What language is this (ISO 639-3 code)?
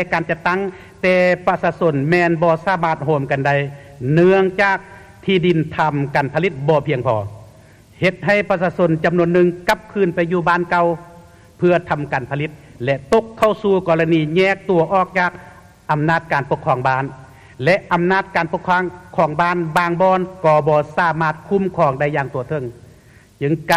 lao